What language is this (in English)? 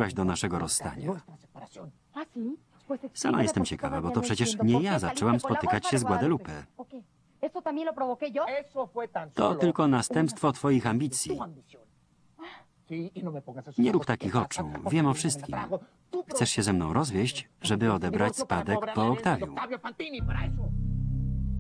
Polish